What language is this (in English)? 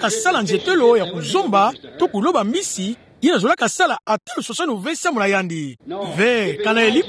Kituba (Democratic Republic of Congo)